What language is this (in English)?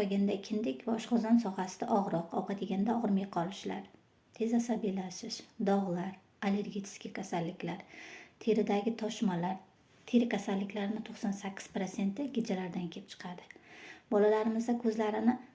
Uzbek